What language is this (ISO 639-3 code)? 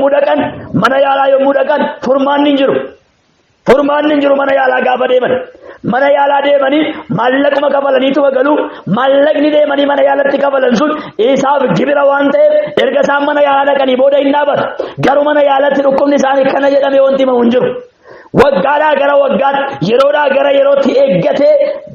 orm